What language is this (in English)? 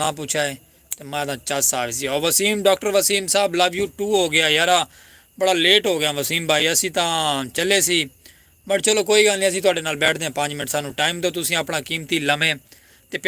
Saraiki